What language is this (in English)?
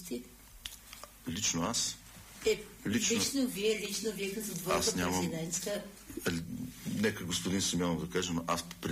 Bulgarian